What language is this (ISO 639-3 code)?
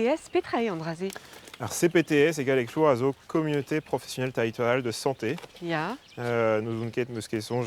bre